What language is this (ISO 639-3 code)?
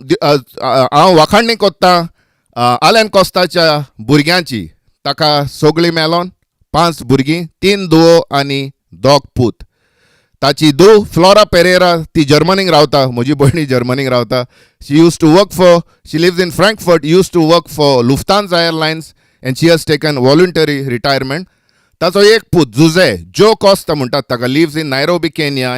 kok